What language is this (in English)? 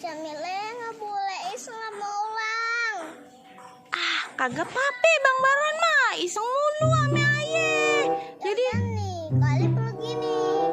Betawi